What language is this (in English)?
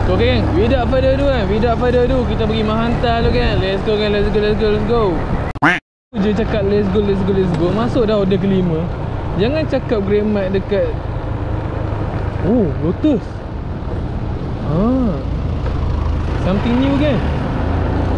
Malay